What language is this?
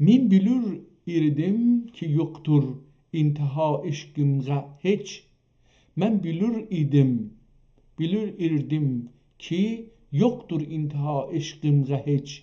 South Azerbaijani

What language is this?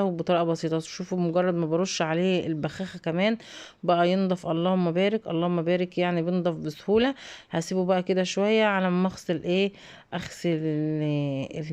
Egyptian Arabic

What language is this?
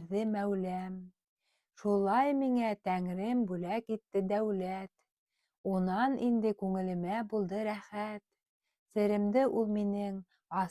Bashkir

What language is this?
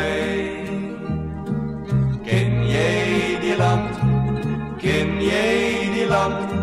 Afrikaans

